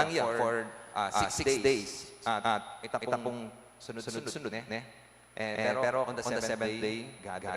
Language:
Pampanga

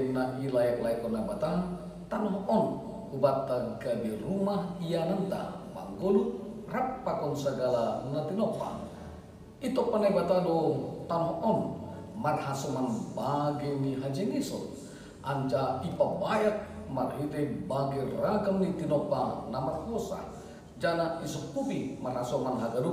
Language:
Batak Simalungun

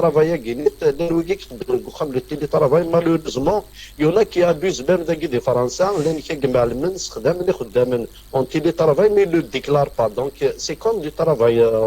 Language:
Kabyle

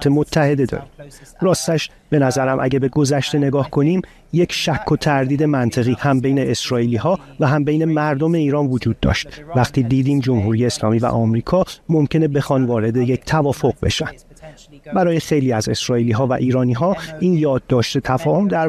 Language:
Persian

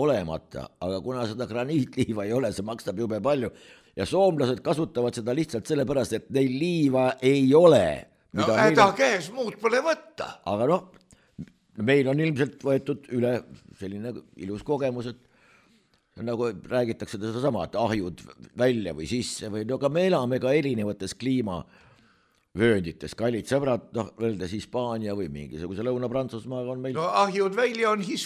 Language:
Estonian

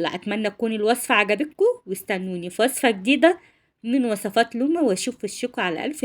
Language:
Egyptian Arabic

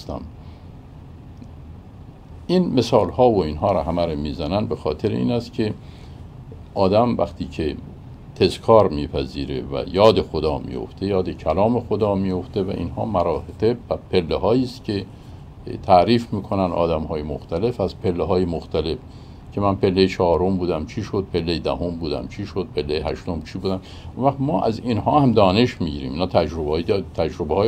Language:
Persian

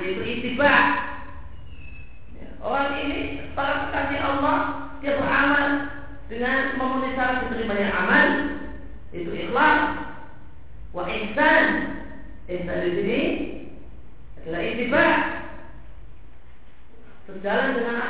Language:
Indonesian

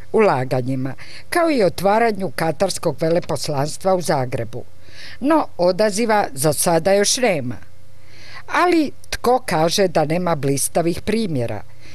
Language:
Croatian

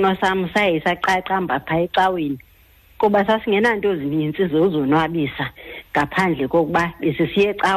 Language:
Xhosa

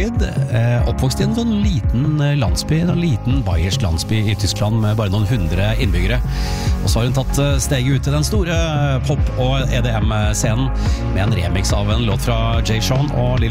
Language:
Norwegian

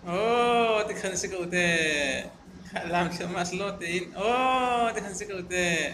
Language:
Hakha Chin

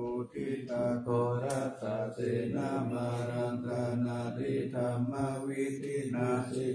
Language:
Pali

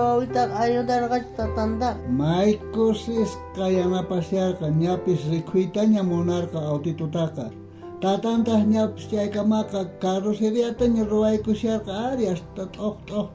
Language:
South Bolivian Quechua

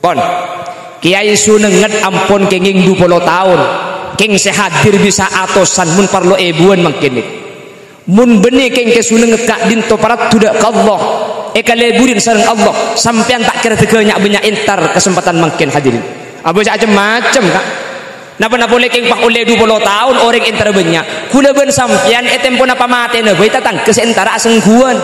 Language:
Madurese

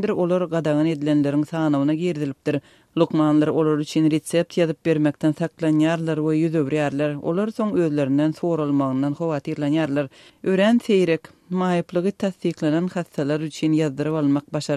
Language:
Turkmen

